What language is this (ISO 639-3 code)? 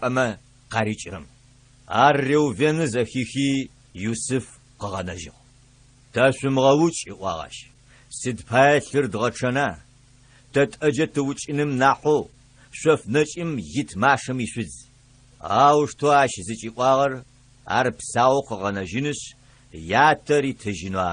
ady